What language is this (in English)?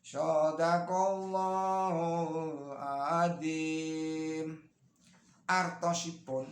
Javanese